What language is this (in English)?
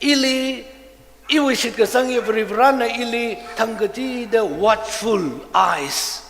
Tangkhul Naga (India)